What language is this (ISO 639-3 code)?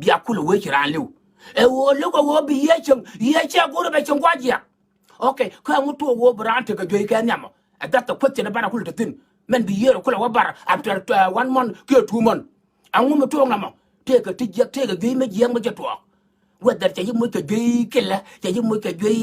nus